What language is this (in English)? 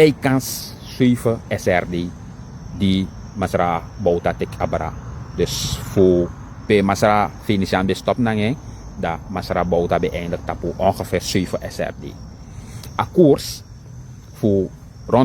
Sranan Tongo